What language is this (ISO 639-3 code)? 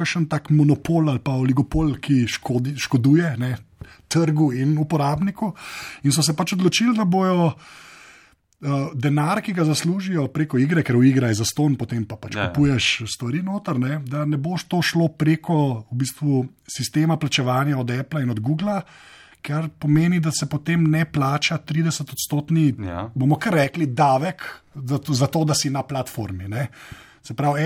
slv